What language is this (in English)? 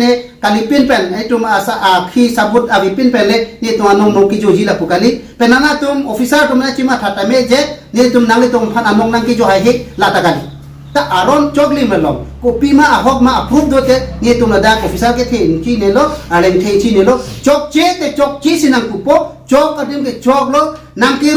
Karbi